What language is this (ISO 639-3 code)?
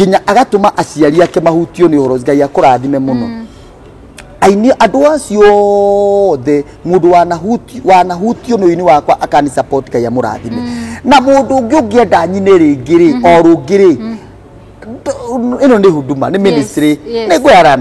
kik